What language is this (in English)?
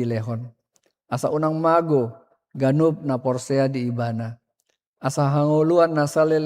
Batak Toba